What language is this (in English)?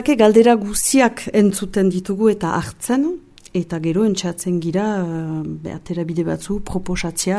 Basque